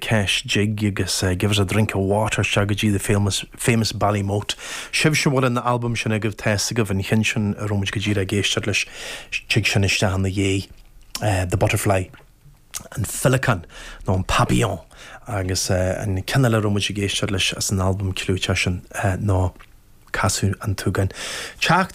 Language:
Irish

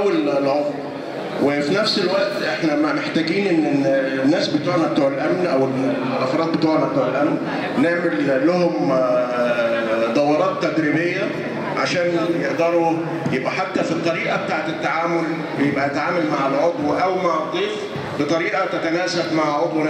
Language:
Egyptian Arabic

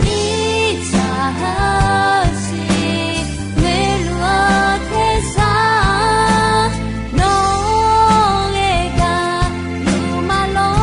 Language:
Akha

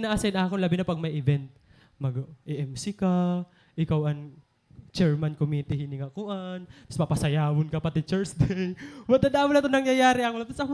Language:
Waray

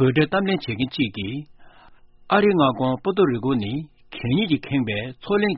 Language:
Tibetan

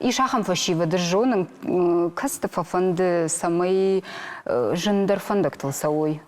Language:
Ossetic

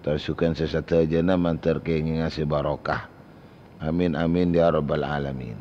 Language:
Madurese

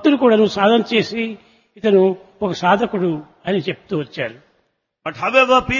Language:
Telugu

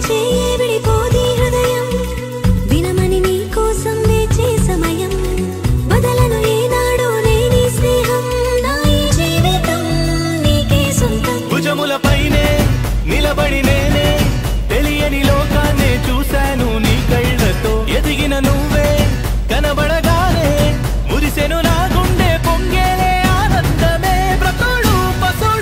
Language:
Telugu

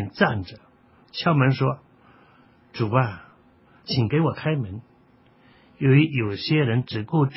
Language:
Chinese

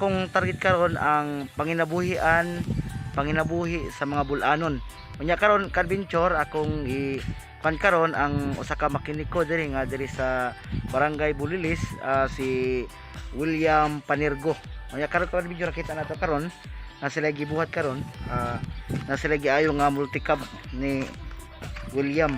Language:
Cebuano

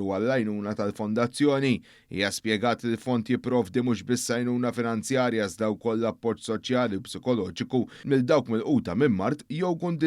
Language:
Maltese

